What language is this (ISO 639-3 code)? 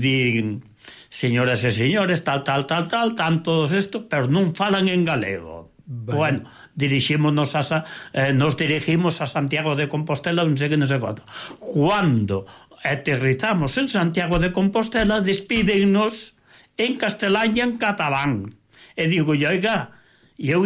glg